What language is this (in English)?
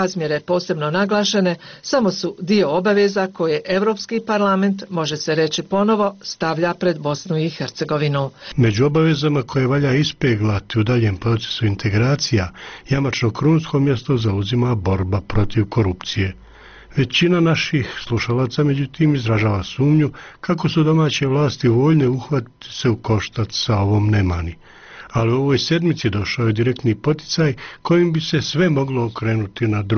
Bosnian